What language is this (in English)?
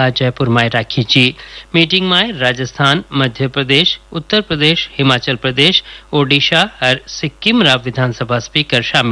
Hindi